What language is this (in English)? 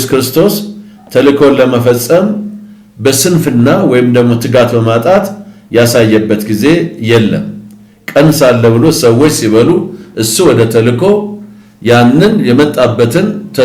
Amharic